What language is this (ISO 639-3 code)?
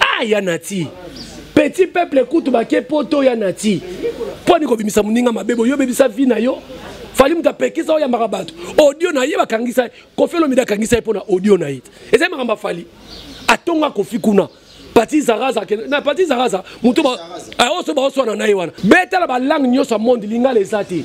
lin